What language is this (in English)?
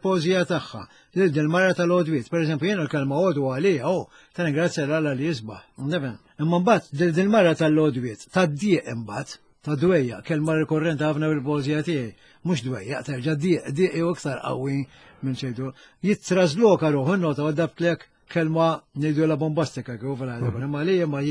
Maltese